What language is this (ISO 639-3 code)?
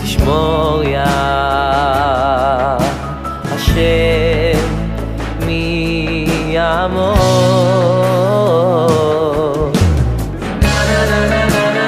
heb